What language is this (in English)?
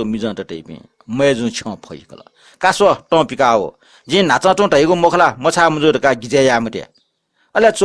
Newari